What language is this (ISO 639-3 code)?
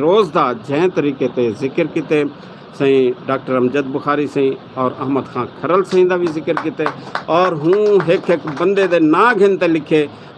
skr